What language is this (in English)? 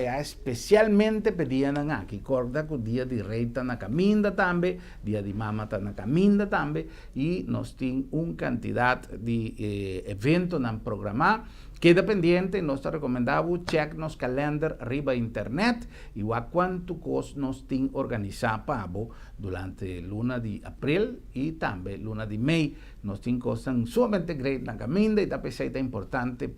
Papiamento